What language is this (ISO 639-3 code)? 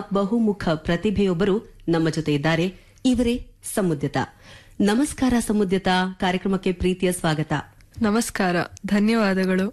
kan